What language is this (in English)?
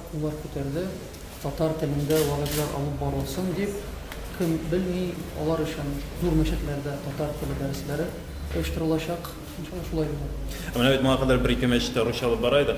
Tatar